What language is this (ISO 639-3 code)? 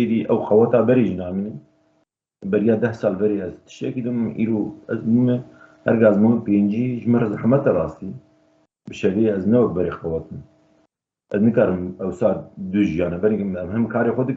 kur